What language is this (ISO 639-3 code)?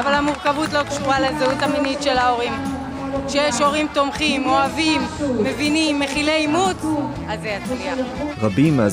heb